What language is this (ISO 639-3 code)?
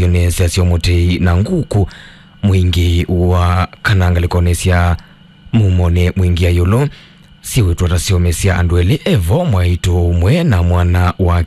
kam